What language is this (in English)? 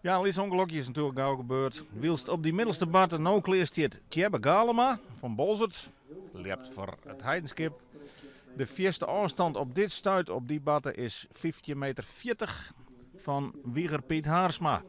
Western Frisian